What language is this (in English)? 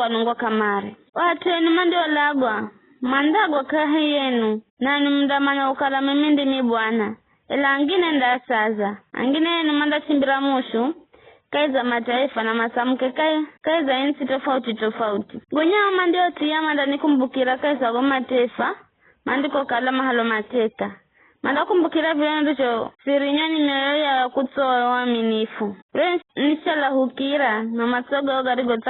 Giryama